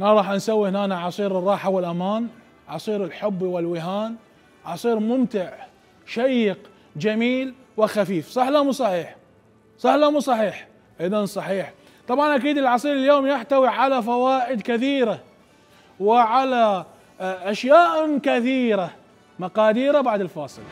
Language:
Mesopotamian Arabic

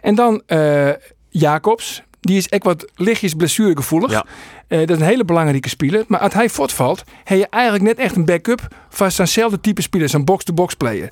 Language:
Western Frisian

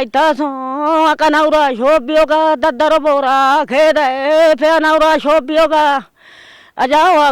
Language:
Wolaytta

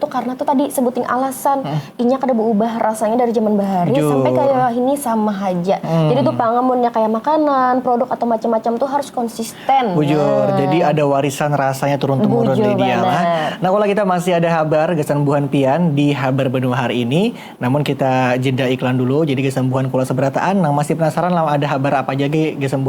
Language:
Banjar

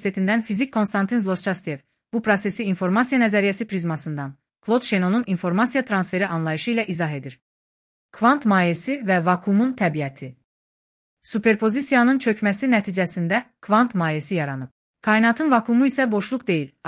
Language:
Azerbaijani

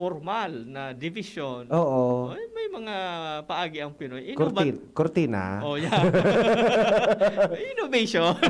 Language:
Bikol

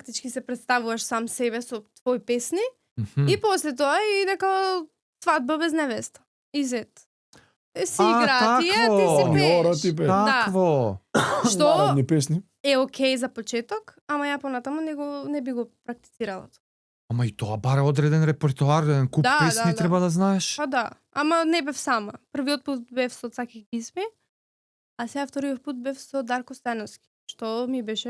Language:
Macedonian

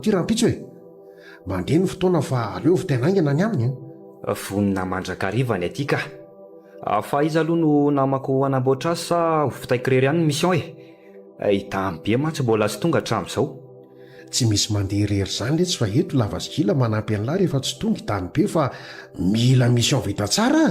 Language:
Malagasy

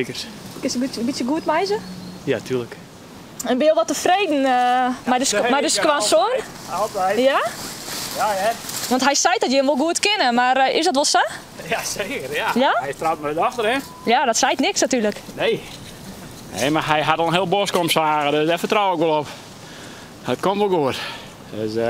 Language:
Western Frisian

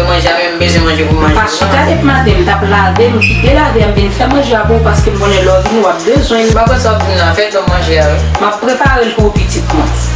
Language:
Haitian Creole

